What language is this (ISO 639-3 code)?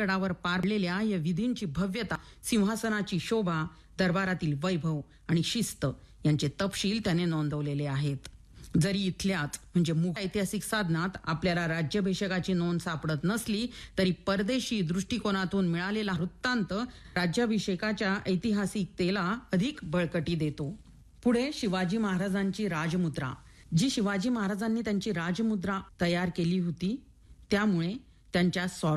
mar